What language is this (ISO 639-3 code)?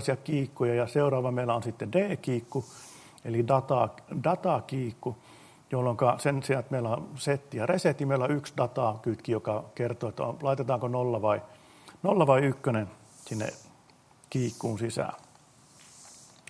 fin